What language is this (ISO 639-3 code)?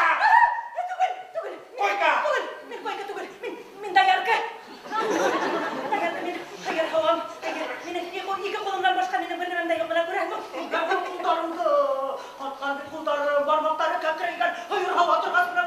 bak